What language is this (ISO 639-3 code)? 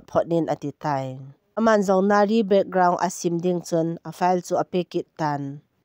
tcz